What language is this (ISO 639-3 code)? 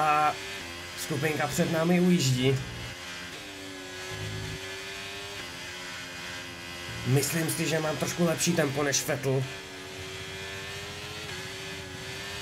ces